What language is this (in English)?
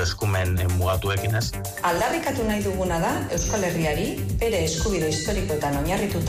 Basque